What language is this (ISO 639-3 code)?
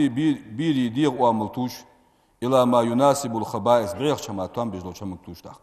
inh